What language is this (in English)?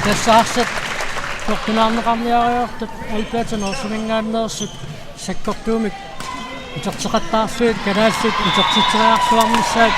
Kalaallisut